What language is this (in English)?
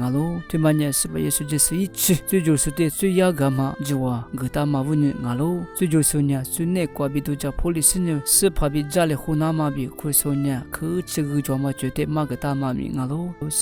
Lisu